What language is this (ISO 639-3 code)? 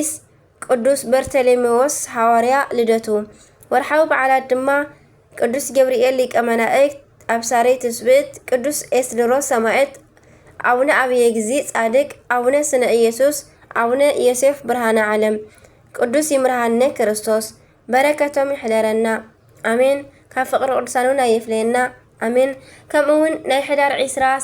tir